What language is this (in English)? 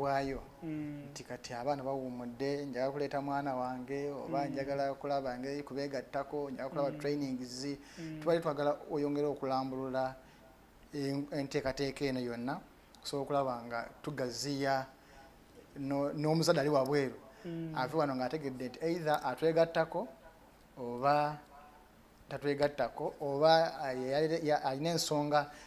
Ganda